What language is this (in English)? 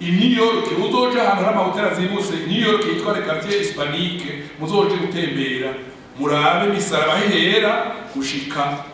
Rundi